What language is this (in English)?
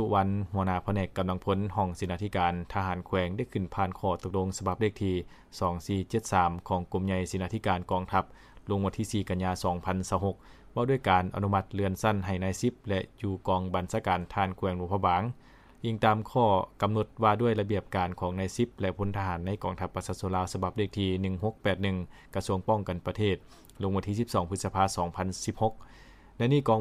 Lao